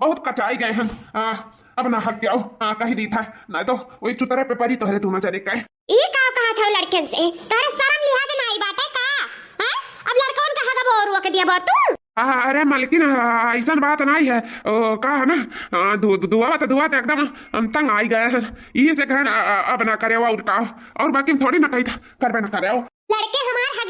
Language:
Awadhi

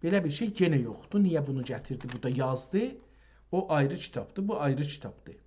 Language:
South Azerbaijani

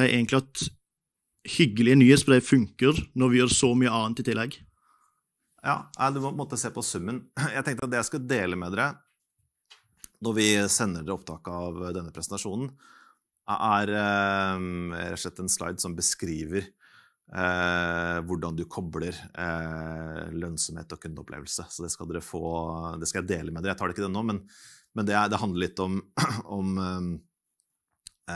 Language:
Norwegian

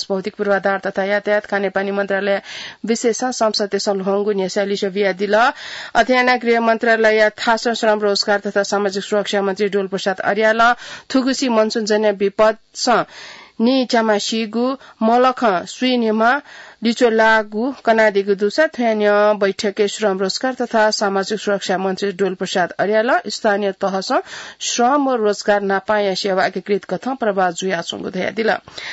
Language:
Newari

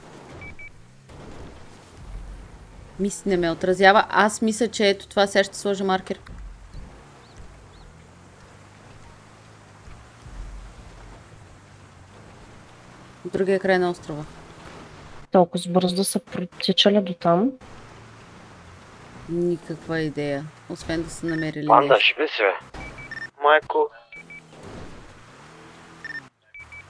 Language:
Bulgarian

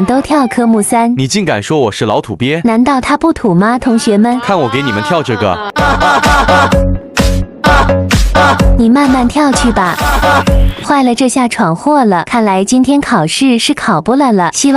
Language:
Chinese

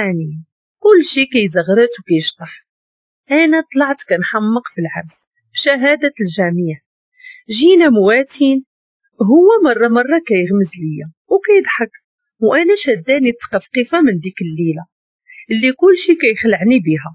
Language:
Moroccan Arabic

